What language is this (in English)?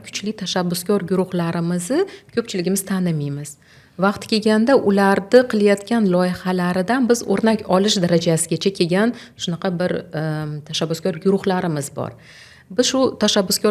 Uzbek